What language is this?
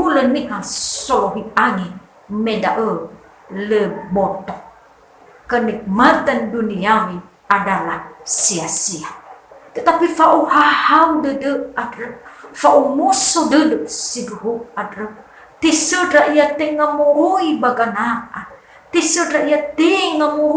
Nias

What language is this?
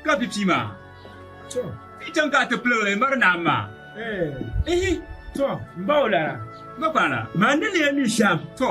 Dagbani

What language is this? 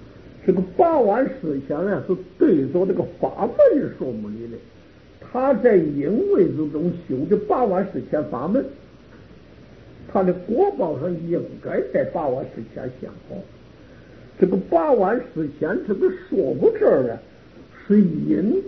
Chinese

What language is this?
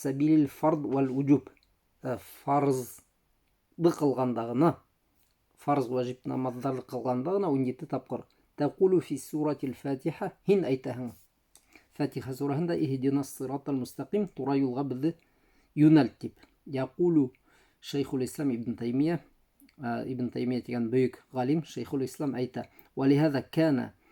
Bashkir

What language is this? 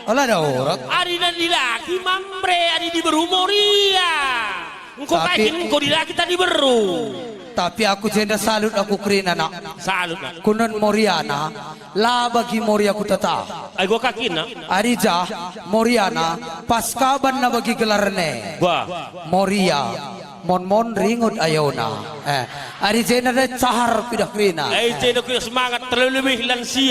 Batak Karo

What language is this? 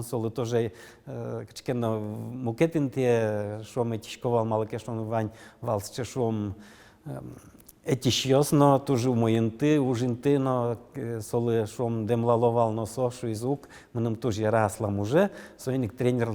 Udmurt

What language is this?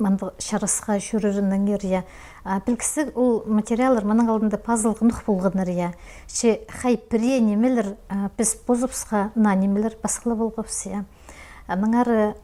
Khakas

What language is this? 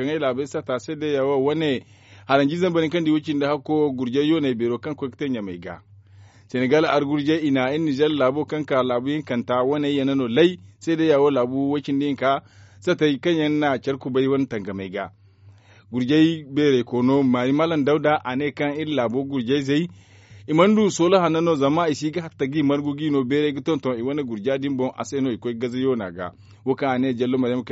Zarma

